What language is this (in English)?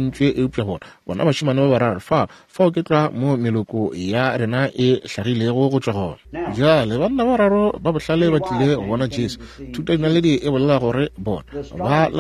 Northern Sotho